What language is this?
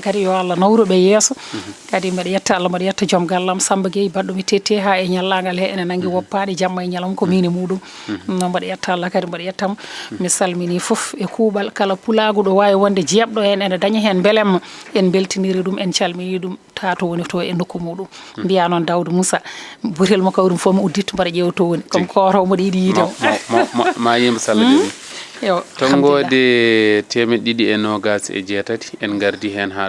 Fula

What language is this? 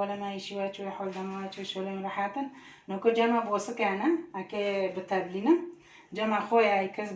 Kurdish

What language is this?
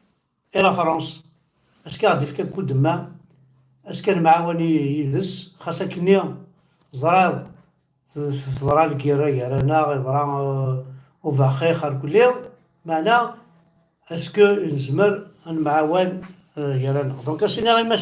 Kabyle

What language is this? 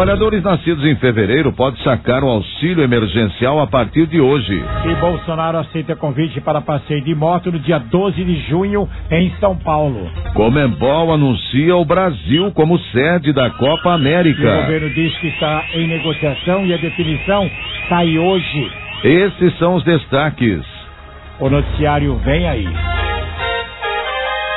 Portuguese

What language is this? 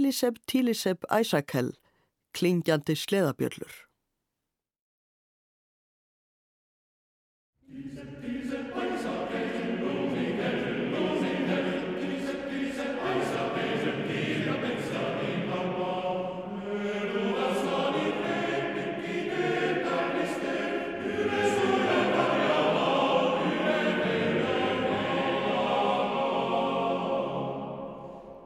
Icelandic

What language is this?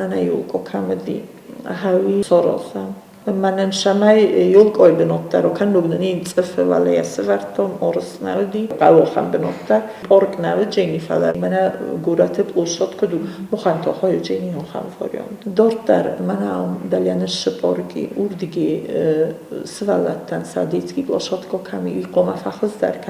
Ossetic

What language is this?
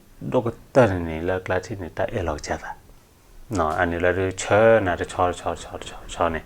S'gaw Karen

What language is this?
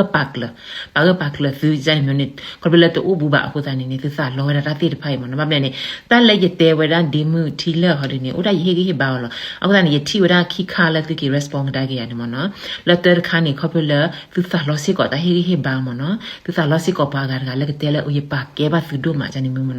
S'gaw Karen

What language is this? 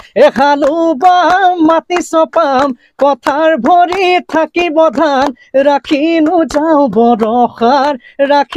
Assamese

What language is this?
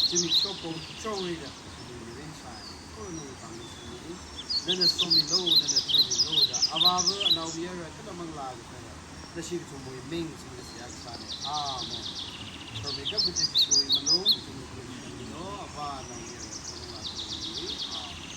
Tangkhul Naga (India)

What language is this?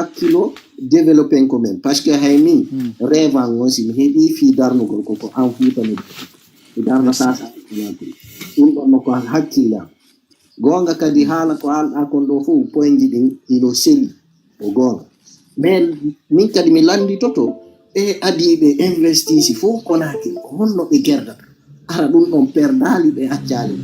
Fula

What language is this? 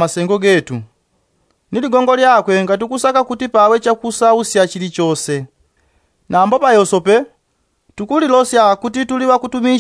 Yao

